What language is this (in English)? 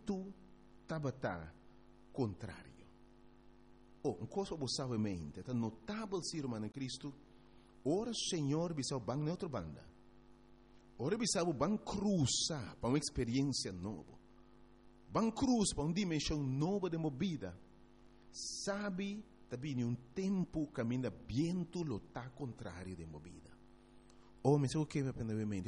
Papiamento